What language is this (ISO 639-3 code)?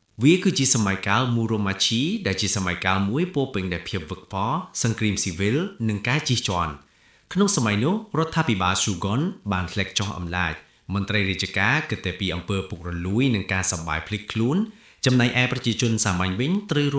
khm